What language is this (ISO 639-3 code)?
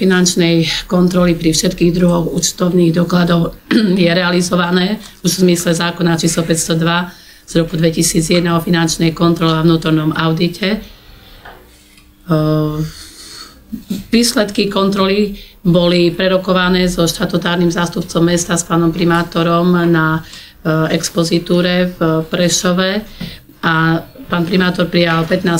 slk